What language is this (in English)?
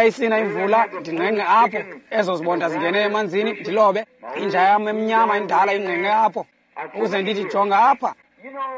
Xhosa